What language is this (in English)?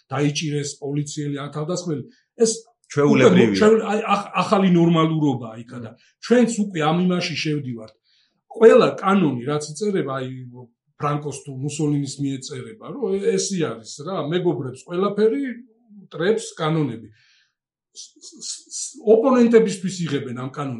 Georgian